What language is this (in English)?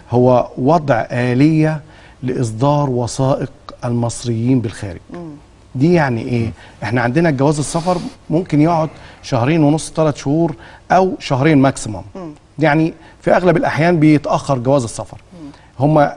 Egyptian Arabic